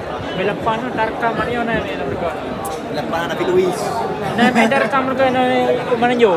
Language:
Achinese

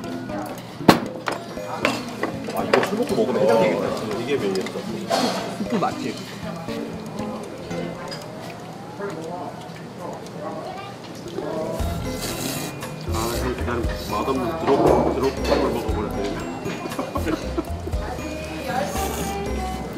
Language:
Korean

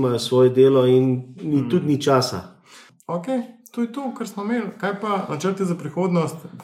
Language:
Slovenian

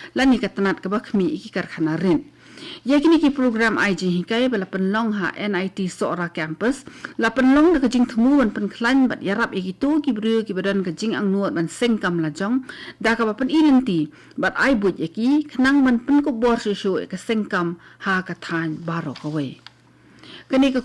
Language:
Khasi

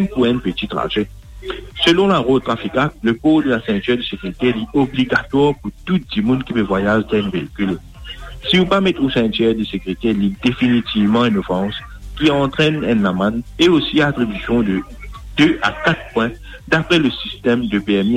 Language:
Morisyen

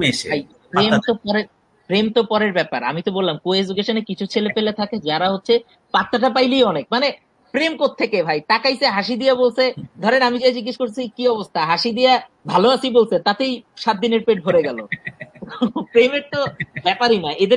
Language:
Bangla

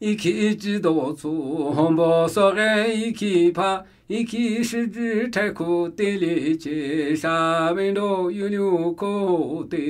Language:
Namuyi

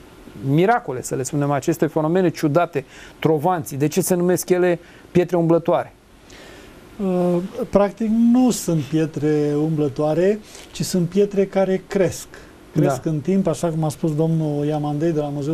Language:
Romanian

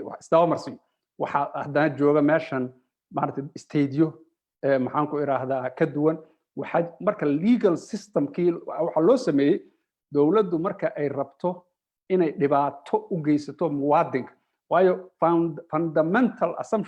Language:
Somali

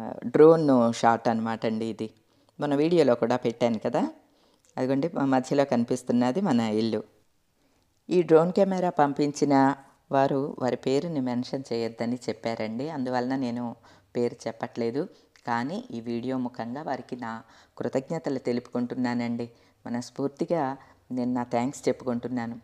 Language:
Telugu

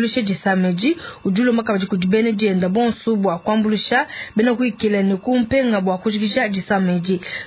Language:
Luba-Lulua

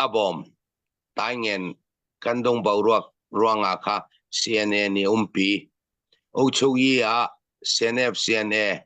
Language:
Falam Chin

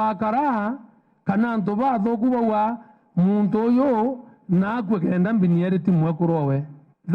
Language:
Meru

